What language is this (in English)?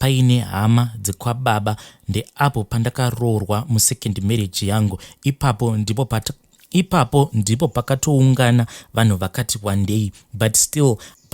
Shona